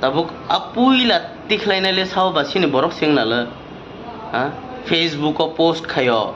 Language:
Kok Borok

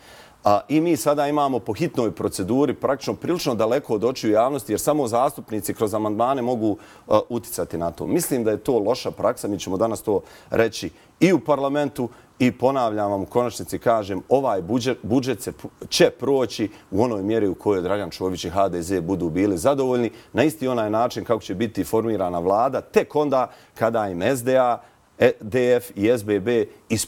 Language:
Bosnian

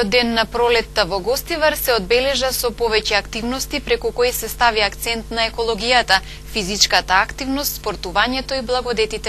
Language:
Macedonian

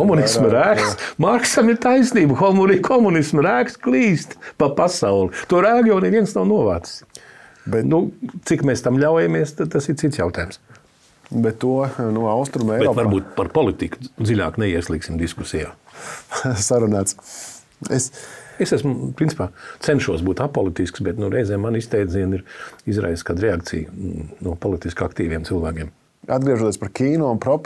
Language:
Latvian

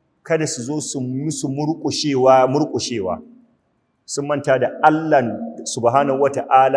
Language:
Hausa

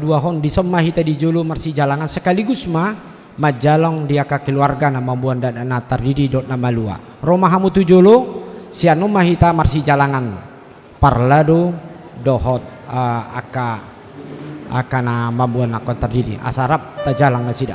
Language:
Batak Toba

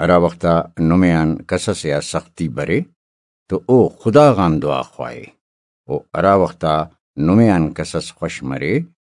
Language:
Brahui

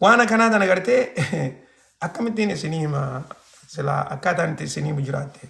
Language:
Oromo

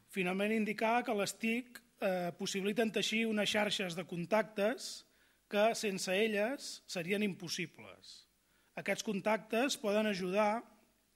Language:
Catalan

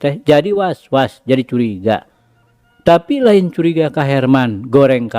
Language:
Sundanese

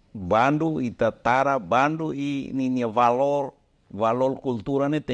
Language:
Tetum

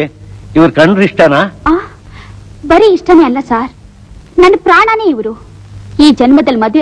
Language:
Kannada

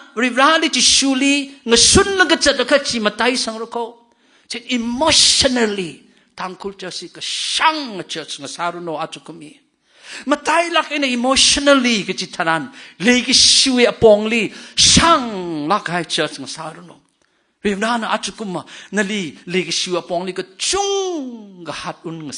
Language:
Tangkhul Naga (India)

